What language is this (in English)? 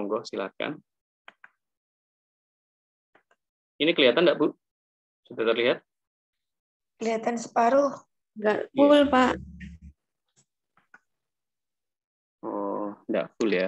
Indonesian